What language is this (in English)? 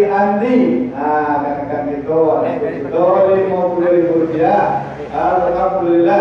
Minangkabau